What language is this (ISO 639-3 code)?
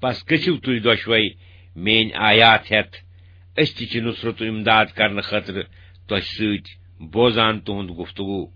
kas